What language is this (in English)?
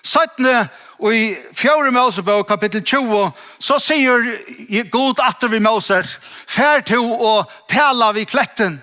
Faroese